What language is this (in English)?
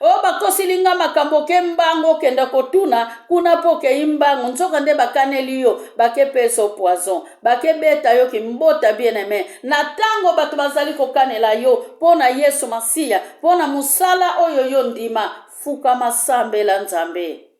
Lingala